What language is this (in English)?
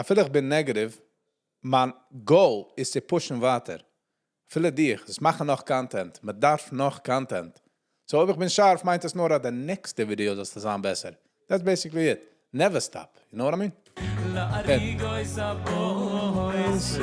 Yiddish